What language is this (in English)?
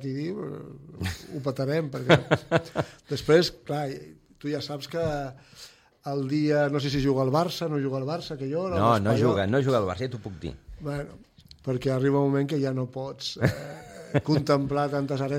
Catalan